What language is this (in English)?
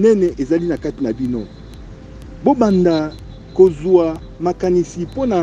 Lingala